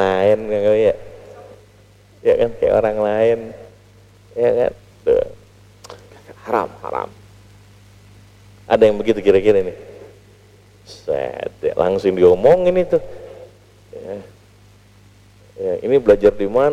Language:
Indonesian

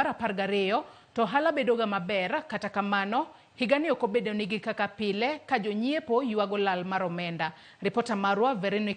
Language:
Luo (Kenya and Tanzania)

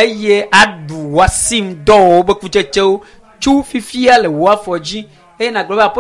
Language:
Ewe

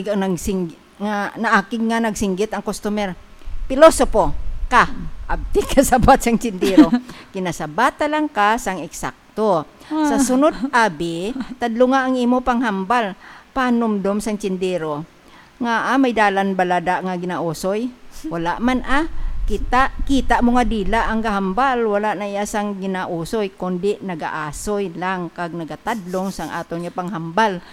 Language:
Hiligaynon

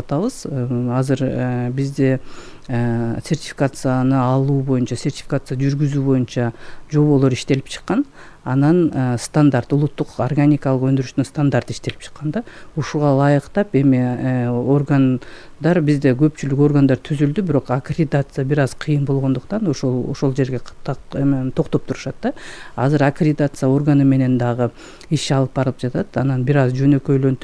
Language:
Kyrgyz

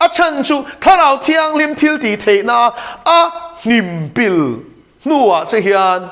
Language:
Mizo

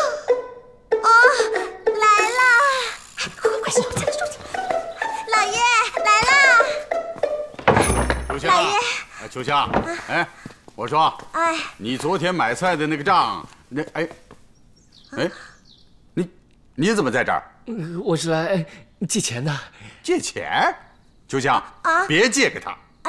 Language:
Chinese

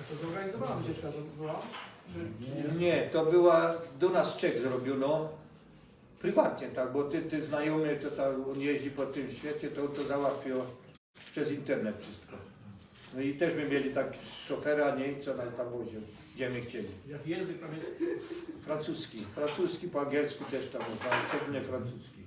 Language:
Silesian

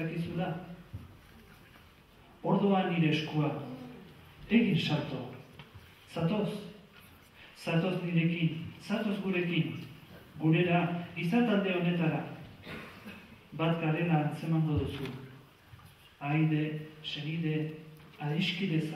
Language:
Basque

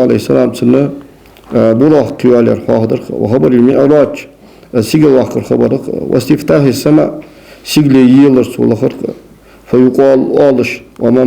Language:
Ingush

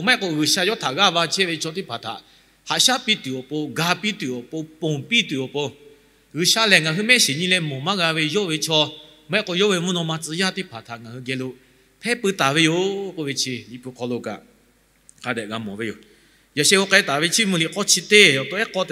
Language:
Lahu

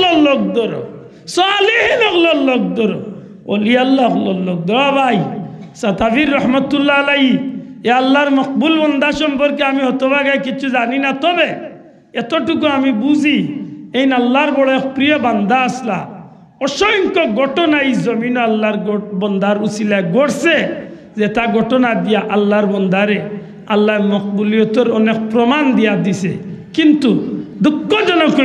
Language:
Sylheti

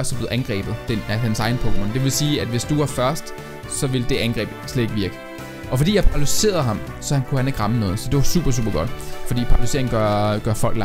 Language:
Danish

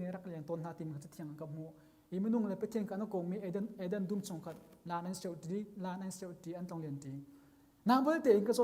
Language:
Hakha Chin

